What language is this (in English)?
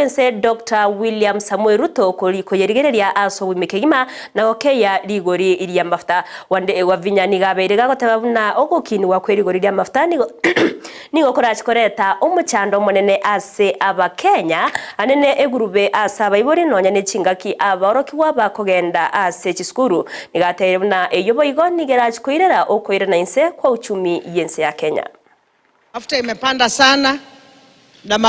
Gusii